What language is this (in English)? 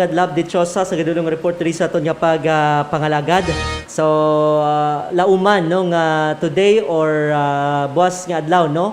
Hiligaynon